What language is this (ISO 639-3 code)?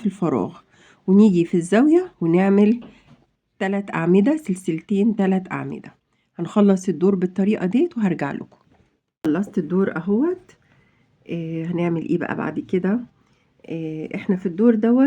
arz